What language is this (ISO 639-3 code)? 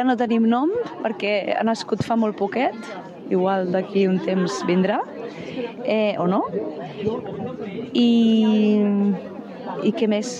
cat